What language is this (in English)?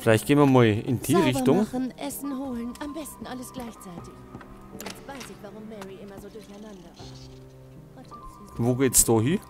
Bavarian